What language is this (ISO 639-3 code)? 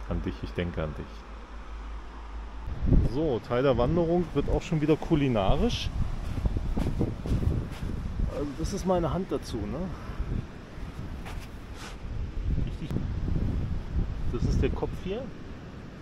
deu